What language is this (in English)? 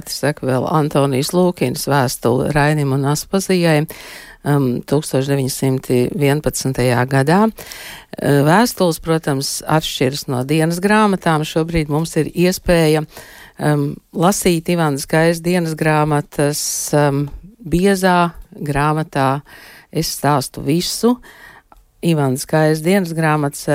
Latvian